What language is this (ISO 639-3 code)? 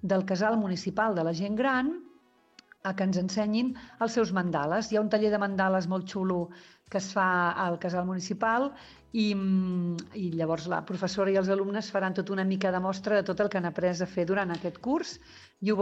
cat